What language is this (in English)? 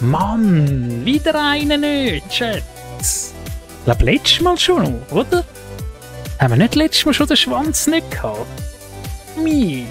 Swiss German